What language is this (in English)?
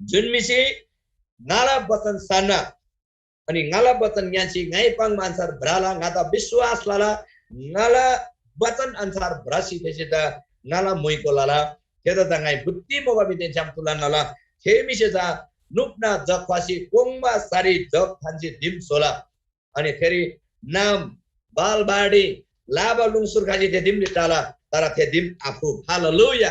Eastern Tamang